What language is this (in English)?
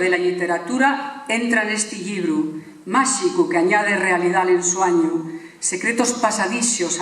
Asturian